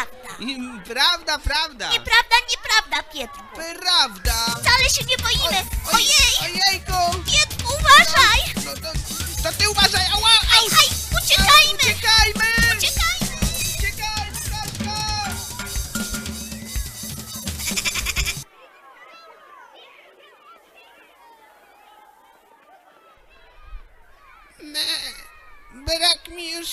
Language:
Polish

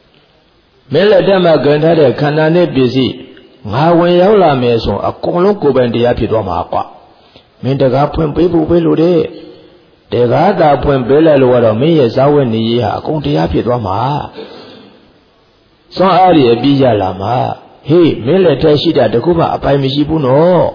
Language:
Burmese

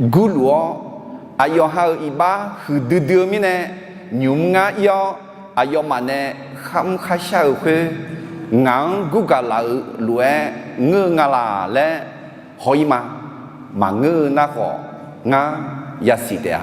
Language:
Akha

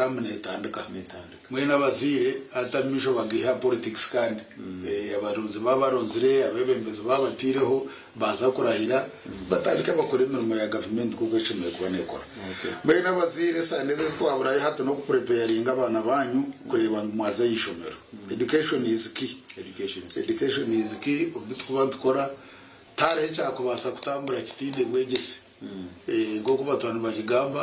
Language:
Nyankole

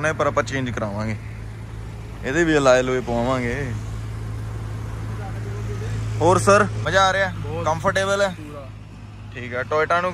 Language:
Punjabi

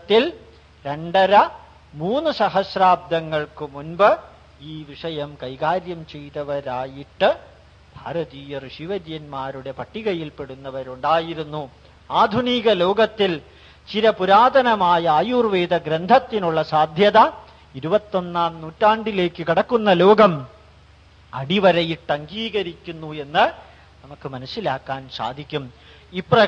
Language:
Malayalam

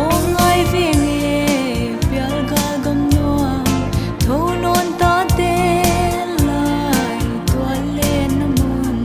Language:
Paite Chin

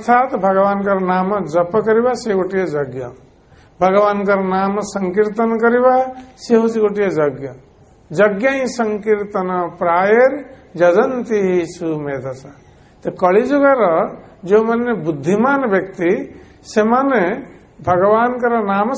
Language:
Odia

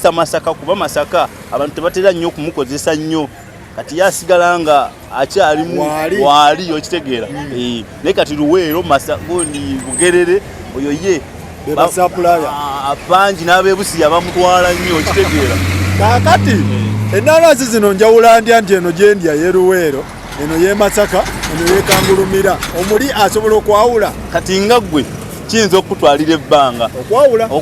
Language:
Ganda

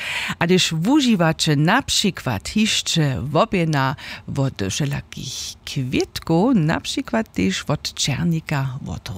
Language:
Upper Sorbian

